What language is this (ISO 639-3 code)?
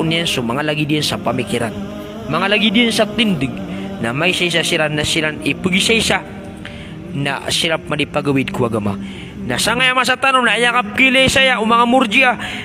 mrw